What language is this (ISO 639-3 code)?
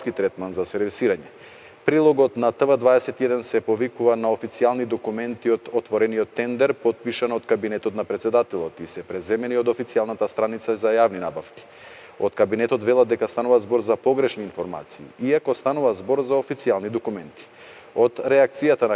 mkd